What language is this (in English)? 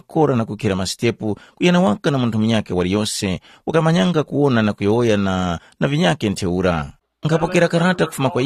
Tumbuka